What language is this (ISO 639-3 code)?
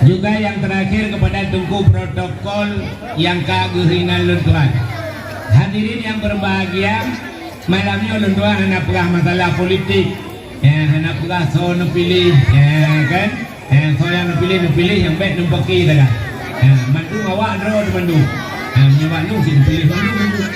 ace